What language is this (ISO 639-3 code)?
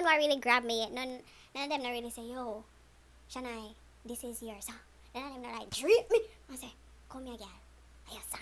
jam